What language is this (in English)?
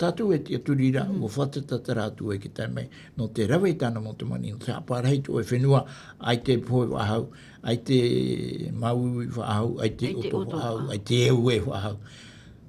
Tahitian